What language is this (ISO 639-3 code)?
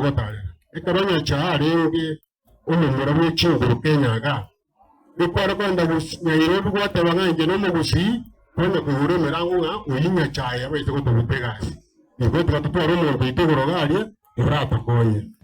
guz